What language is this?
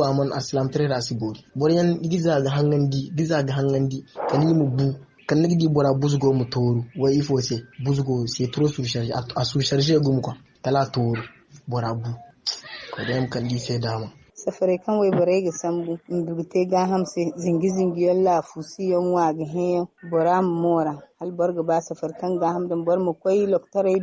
Zarma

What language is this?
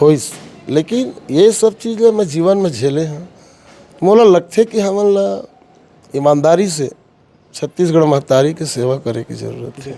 Chhattisgarhi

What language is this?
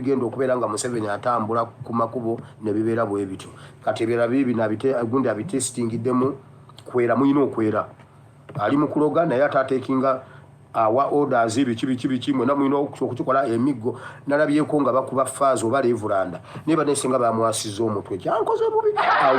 Ganda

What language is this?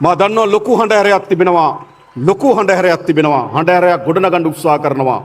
Sinhala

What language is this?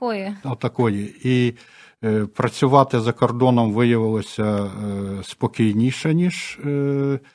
Ukrainian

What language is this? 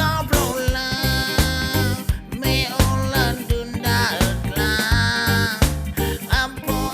S'gaw Karen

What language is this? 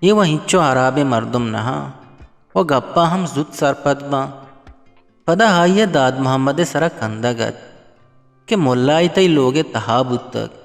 Eastern Balochi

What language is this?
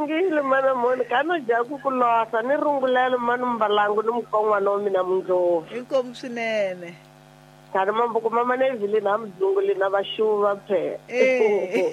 Tsonga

